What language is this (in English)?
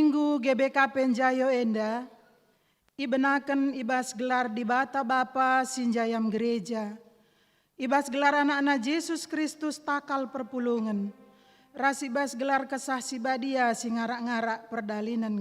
Batak Karo